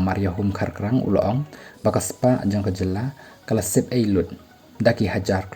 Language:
Khasi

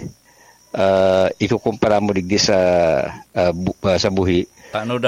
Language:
Bikol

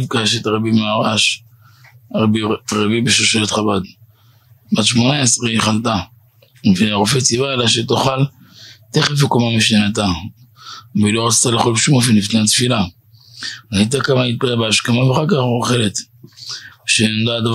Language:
Hebrew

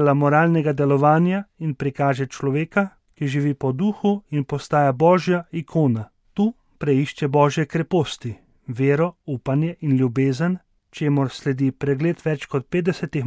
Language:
Slovenian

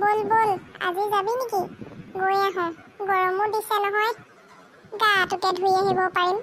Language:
Assamese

